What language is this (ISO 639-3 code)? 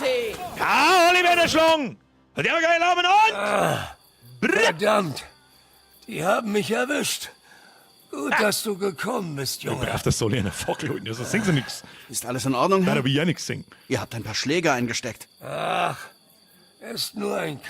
bar